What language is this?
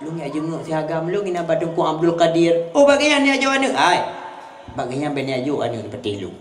Achinese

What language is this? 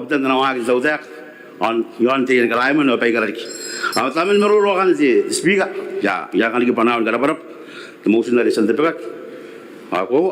Gilbertese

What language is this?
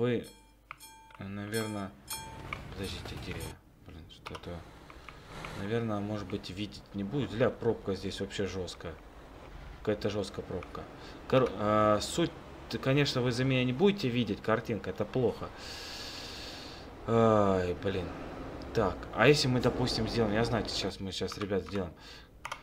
Russian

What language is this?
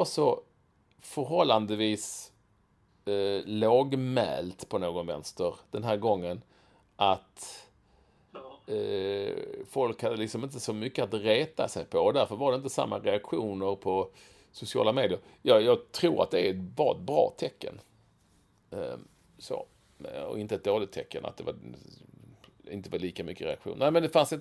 Swedish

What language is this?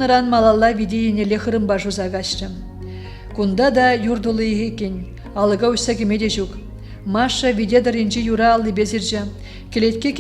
Chuvash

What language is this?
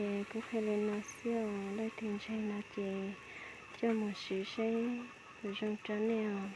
Hmong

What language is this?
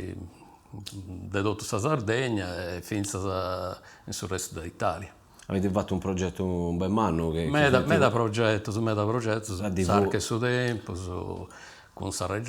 Sardinian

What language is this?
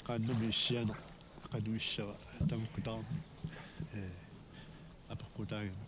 Kalaallisut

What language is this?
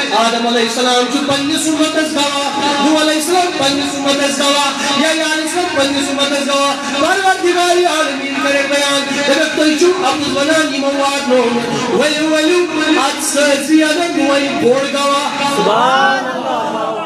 Kashmiri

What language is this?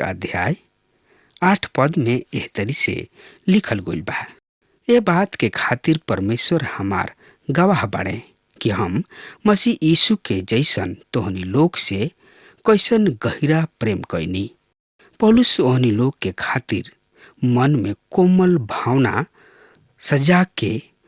Bhojpuri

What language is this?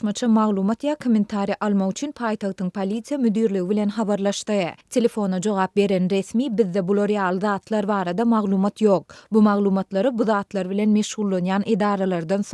Turkmen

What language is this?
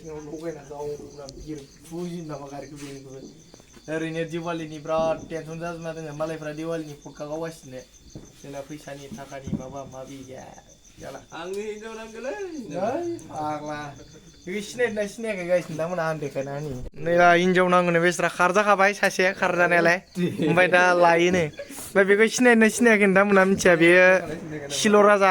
Bodo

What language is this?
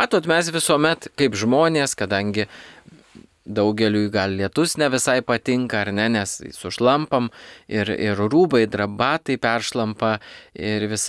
Lithuanian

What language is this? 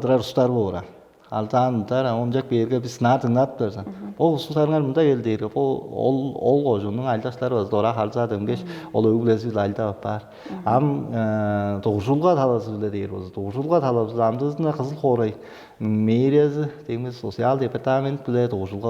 Tuvinian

